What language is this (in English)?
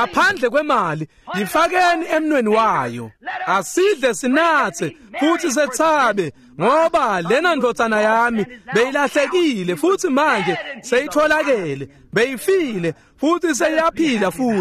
Swati